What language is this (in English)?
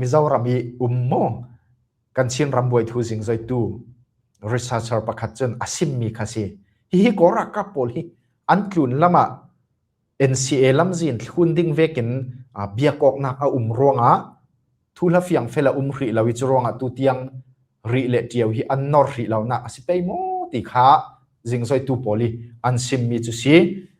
Falam Chin